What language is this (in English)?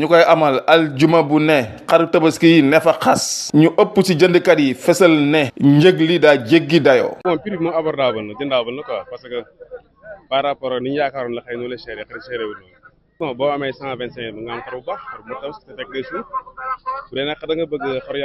Wolof